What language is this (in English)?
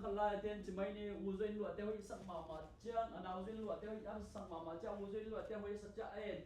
Tedim Chin